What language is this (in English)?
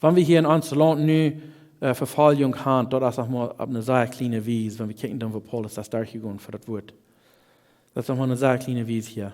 Plautdietsch